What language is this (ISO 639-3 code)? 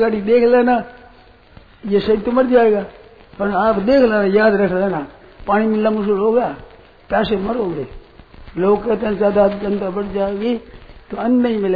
hin